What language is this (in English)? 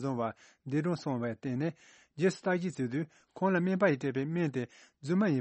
Tibetan